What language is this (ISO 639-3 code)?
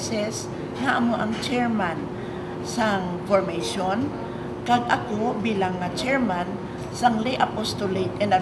hil